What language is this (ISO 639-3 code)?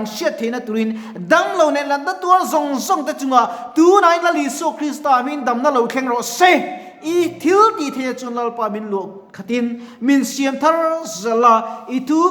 lus